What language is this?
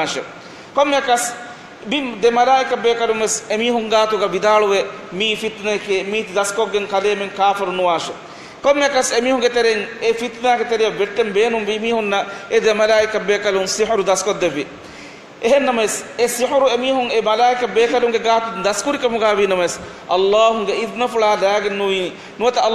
Divehi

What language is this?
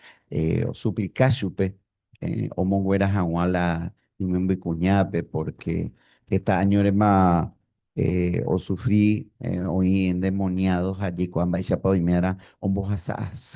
Guarani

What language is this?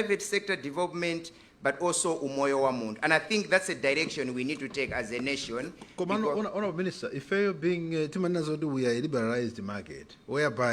Nyanja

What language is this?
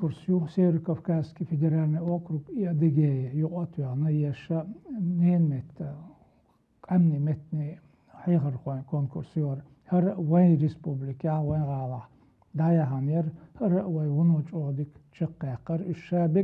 Chechen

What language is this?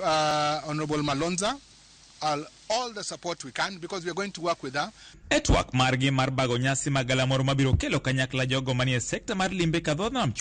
Luo (Kenya and Tanzania)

